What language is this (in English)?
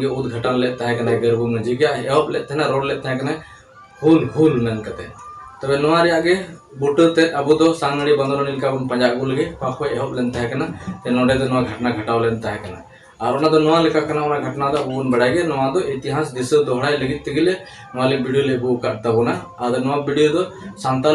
Santali